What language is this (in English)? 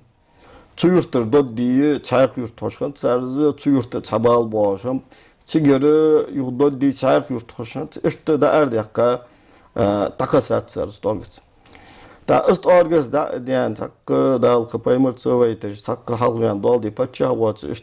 Ingush